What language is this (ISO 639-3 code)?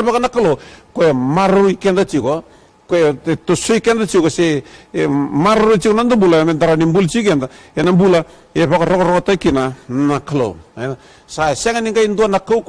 fij